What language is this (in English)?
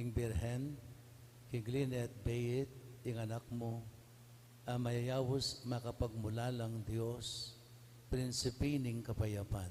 Pampanga